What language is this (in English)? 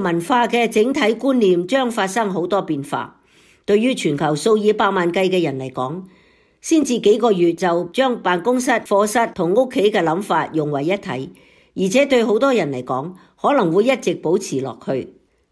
Cantonese